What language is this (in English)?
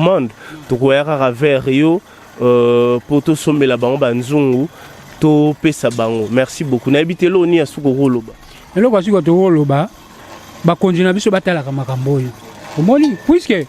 Lingala